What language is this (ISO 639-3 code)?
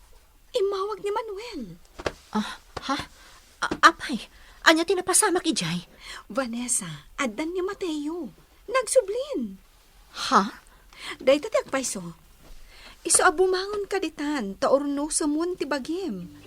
ilo